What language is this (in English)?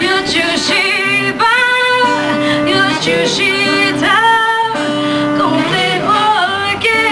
Hmong